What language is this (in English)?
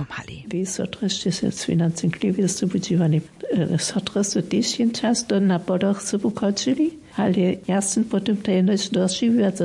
Upper Sorbian